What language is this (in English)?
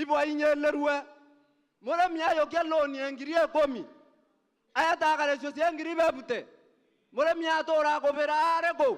Meru